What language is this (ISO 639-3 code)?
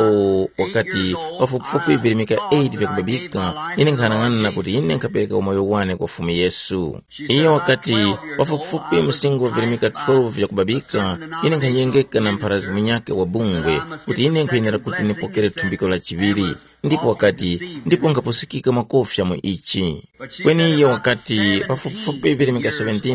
tum